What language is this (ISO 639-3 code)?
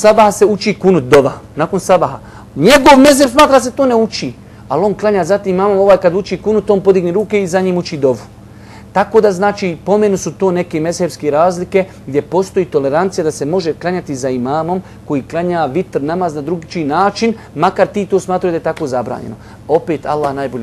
bos